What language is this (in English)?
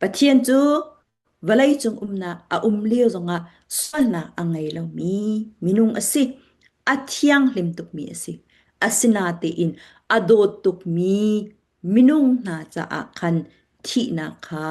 Falam Chin